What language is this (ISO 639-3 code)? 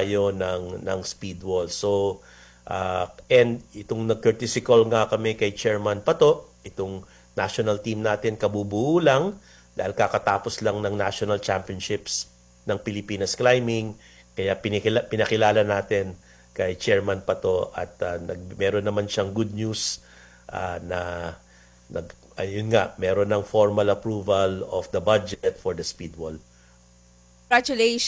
fil